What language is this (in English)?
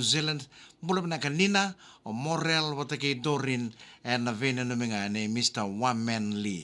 Fijian